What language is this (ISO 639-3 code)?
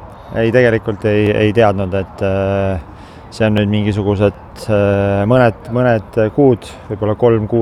est